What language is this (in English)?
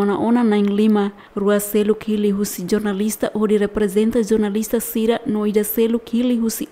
Tetum